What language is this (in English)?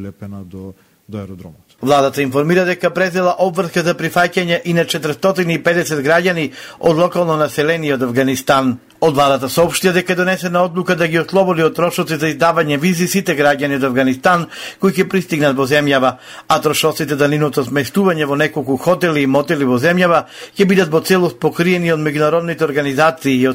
Macedonian